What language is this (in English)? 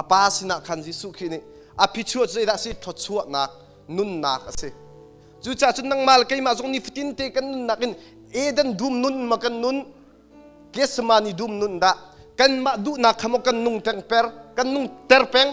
Hakha Chin